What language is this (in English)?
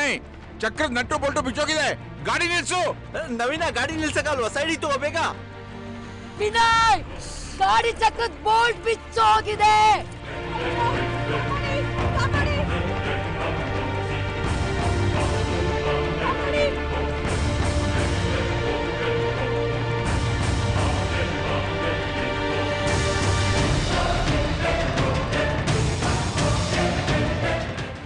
Kannada